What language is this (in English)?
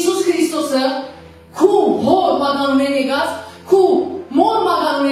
Western Armenian